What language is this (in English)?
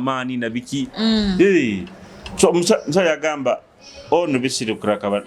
Nyoro